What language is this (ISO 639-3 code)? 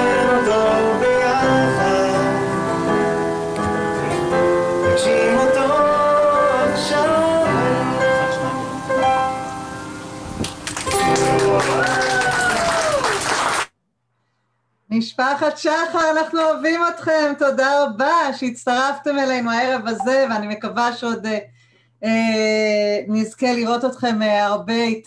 heb